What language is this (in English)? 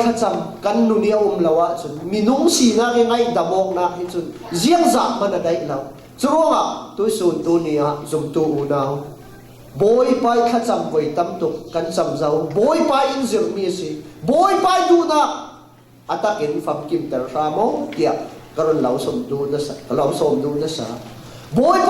Falam Chin